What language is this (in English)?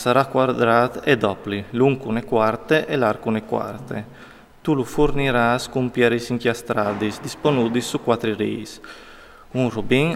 Friulian